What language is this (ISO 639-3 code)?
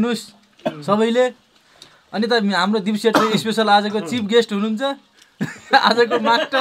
nep